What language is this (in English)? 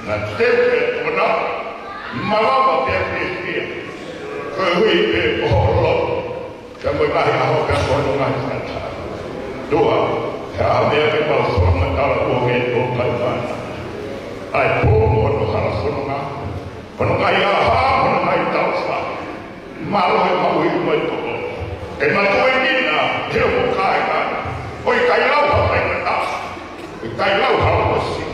Tongan